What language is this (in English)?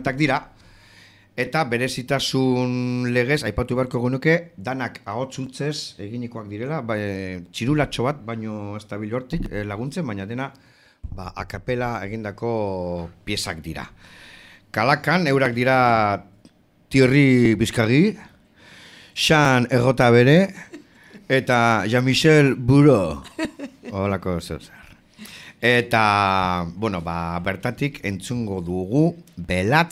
Basque